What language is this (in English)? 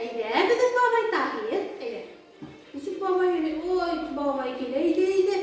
Bashkir